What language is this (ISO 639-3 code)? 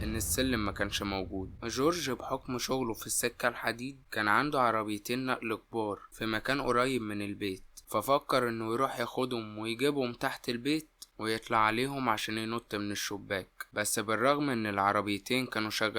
arz